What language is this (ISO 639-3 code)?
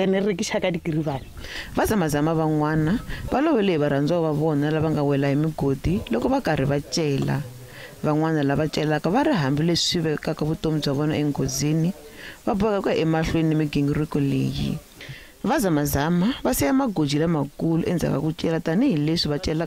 tso